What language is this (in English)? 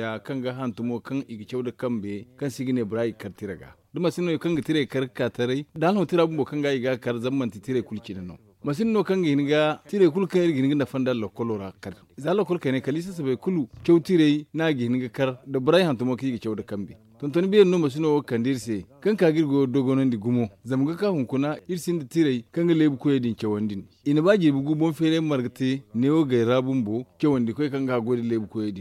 Zarma